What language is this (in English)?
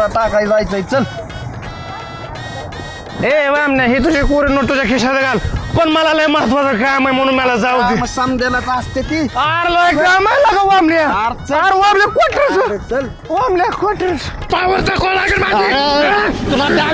Marathi